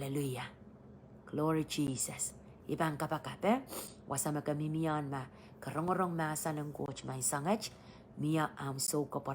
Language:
Pohnpeian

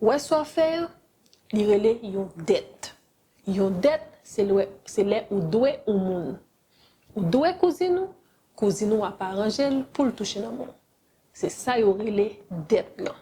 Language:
Haitian Creole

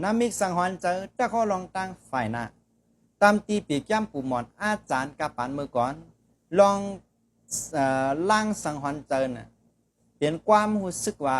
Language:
Shan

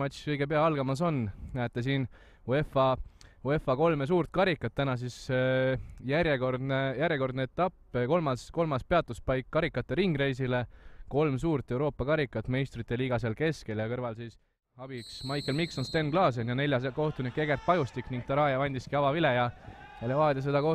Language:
Estonian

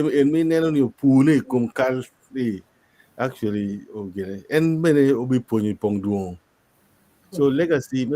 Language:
Acoli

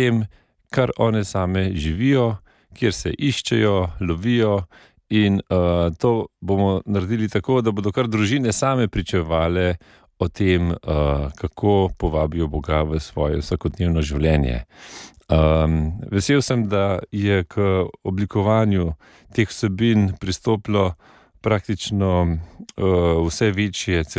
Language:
Slovenian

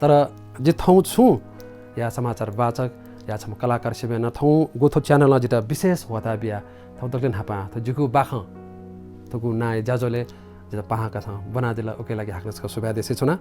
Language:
Newari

